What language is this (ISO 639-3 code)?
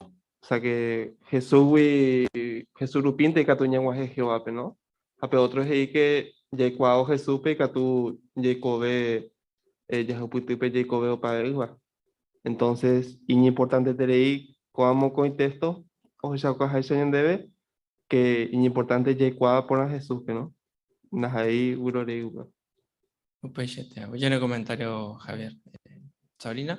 grn